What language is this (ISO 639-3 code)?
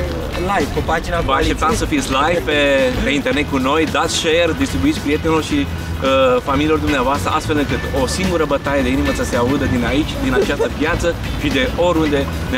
ron